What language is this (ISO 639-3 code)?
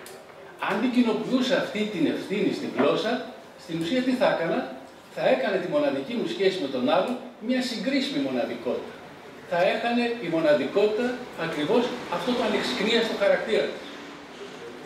ell